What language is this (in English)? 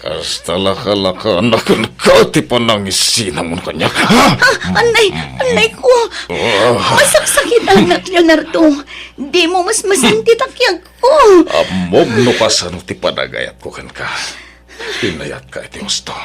Iloko